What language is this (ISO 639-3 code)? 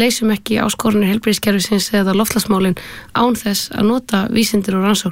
isl